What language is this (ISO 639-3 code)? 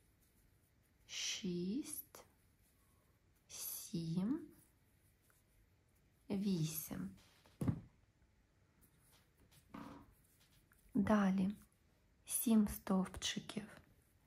ukr